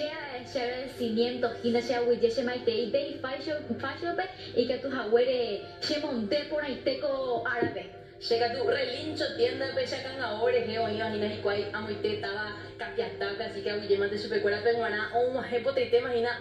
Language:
Guarani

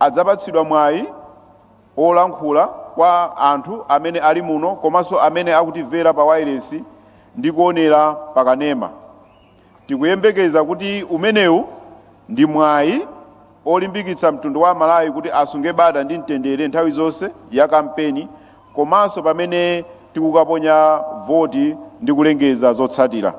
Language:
Nyanja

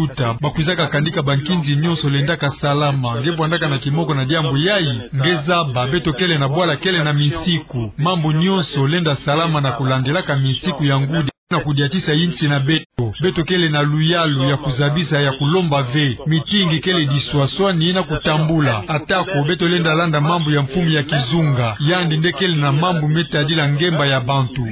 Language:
Kituba (Democratic Republic of Congo)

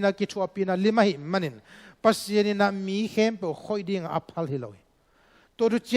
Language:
Tedim Chin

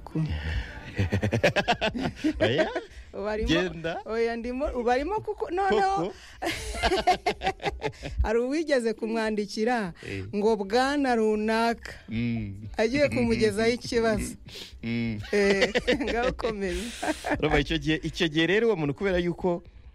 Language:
Kinyarwanda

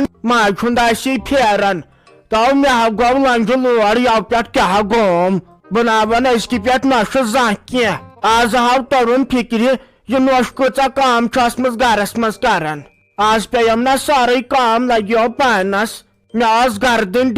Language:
Kashmiri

